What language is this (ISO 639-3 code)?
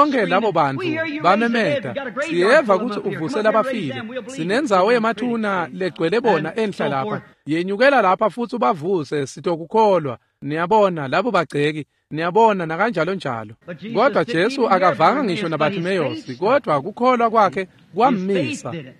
ssw